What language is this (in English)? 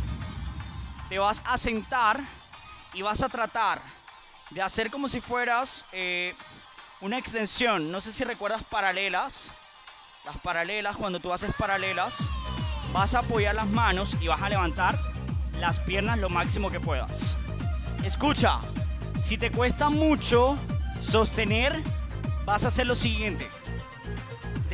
Spanish